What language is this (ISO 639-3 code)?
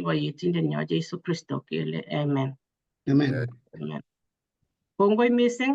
kln